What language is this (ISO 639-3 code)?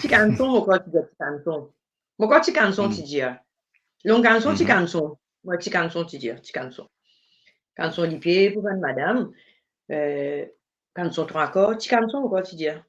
mfe